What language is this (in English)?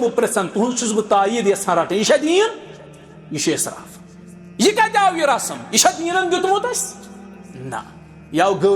Kashmiri